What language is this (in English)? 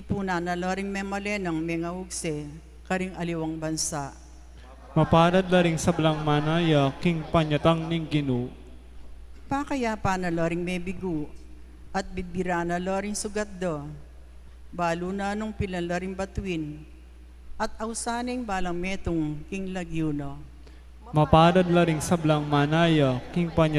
Pampanga